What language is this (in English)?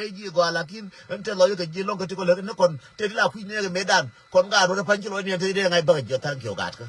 Nuer